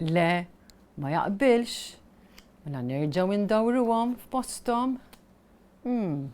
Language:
Maltese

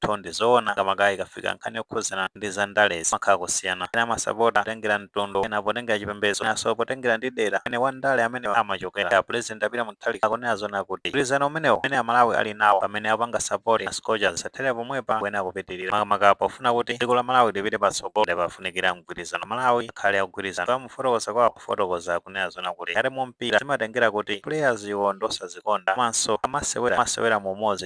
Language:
Nyanja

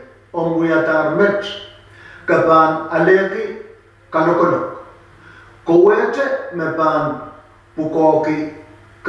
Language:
Pohnpeian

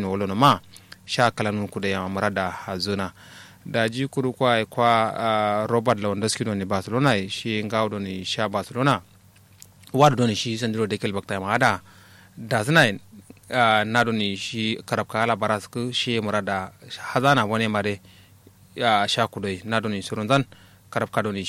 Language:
Kanuri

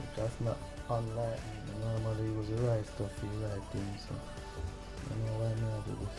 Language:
Jamaican Creole English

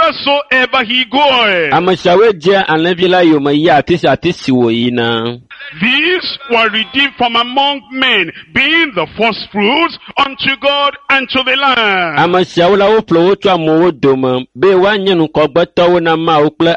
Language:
Ewe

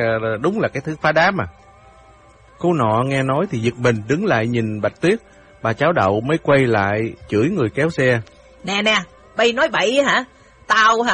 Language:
Vietnamese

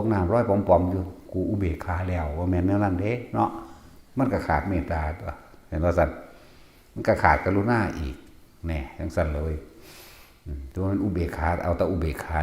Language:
Northeastern Thai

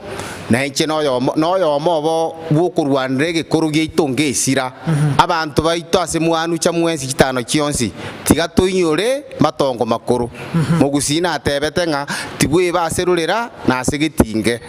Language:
Gusii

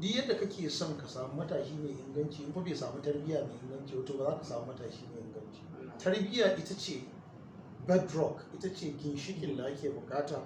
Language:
Hausa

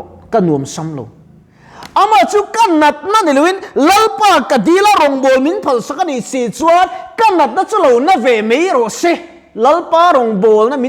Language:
Mizo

